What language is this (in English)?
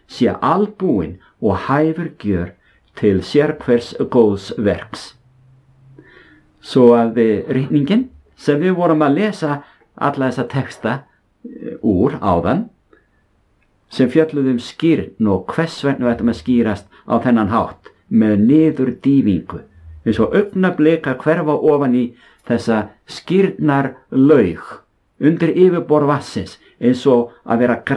Icelandic